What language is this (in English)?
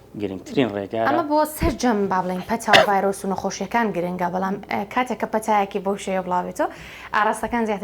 Central Kurdish